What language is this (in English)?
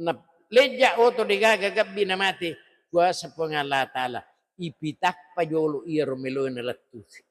Buginese